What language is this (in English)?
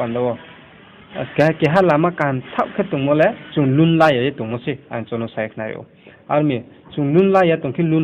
Riang (India)